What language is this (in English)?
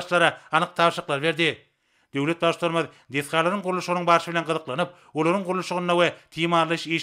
Turkmen